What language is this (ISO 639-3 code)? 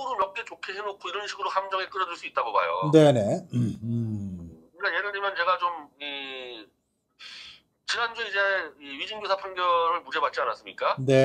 kor